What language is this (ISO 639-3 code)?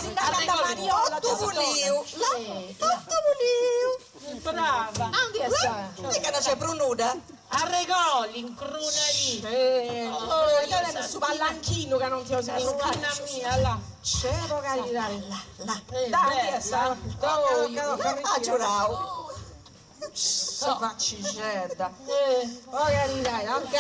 srd